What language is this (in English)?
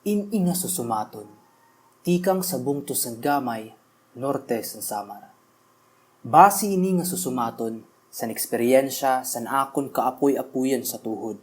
Waray